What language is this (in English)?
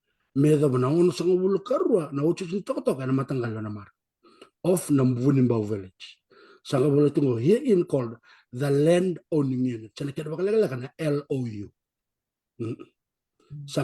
Fijian